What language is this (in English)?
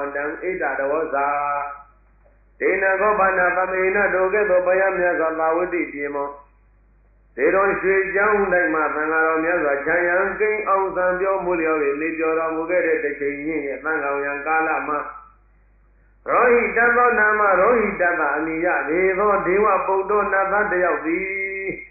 Burmese